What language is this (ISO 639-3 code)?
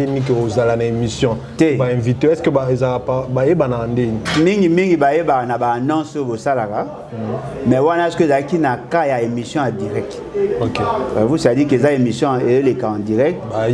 lin